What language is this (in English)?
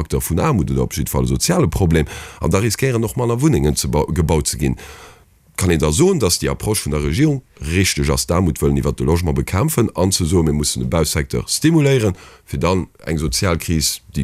Luxembourgish